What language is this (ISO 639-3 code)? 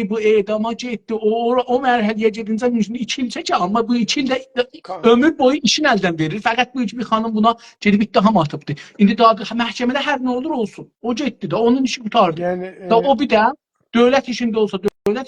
azb